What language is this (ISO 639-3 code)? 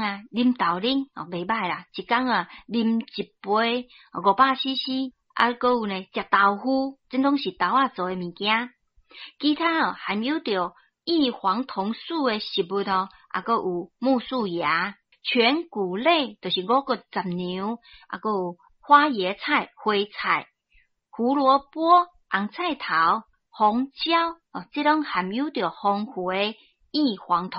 nan